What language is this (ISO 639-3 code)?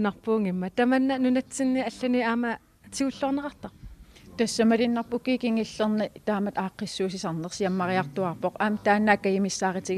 kal